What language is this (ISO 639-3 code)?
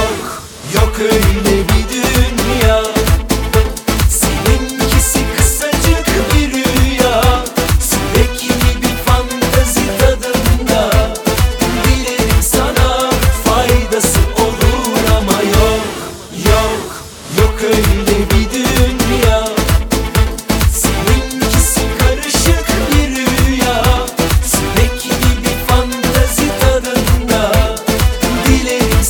tur